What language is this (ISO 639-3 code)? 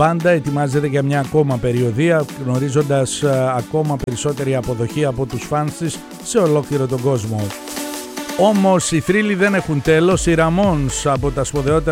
ell